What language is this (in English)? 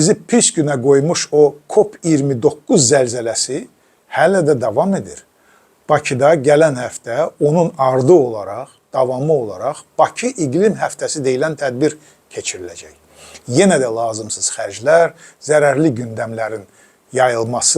Azerbaijani